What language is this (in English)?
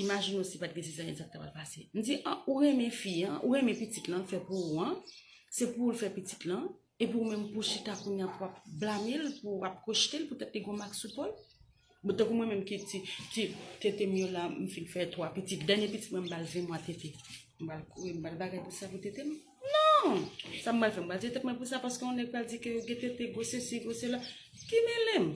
Haitian Creole